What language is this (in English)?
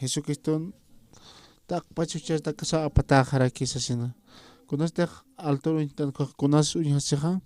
Aymara